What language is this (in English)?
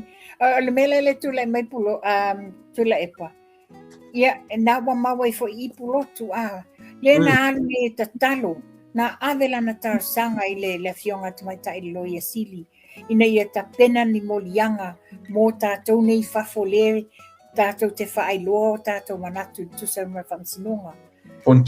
Samoan